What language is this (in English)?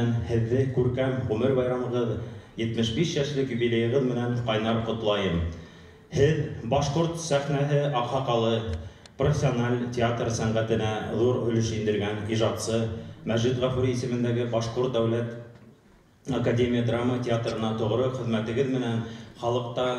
Bashkir